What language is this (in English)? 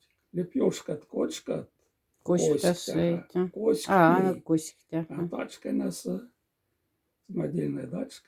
Moksha